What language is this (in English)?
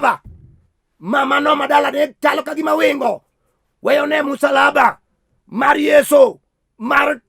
Luo (Kenya and Tanzania)